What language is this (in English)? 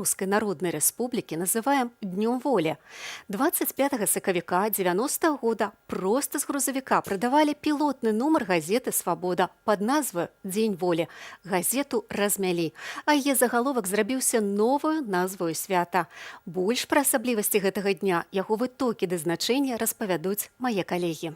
Belarusian